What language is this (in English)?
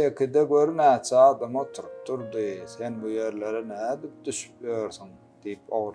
Turkmen